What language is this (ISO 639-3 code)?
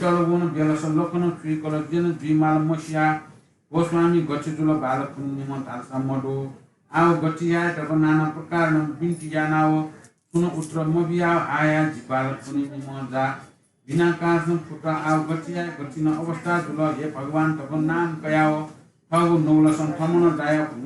new